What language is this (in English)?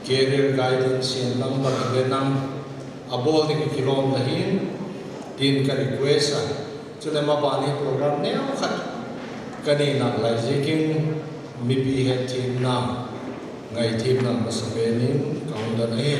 Paite Chin